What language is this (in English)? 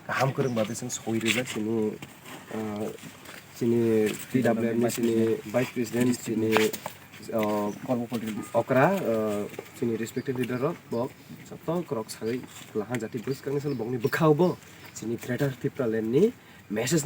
Kok Borok